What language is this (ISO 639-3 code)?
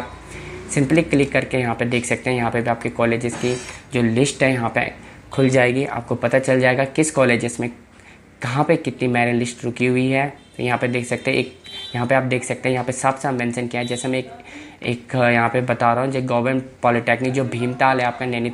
hin